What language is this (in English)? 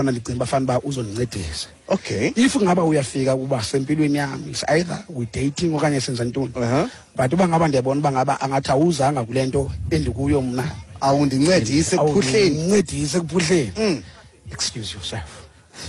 Xhosa